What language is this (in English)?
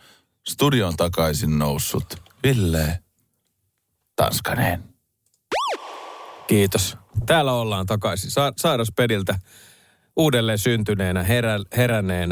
Finnish